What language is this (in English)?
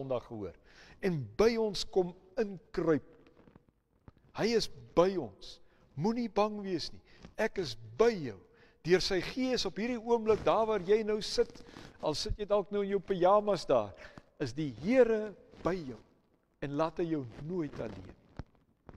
Afrikaans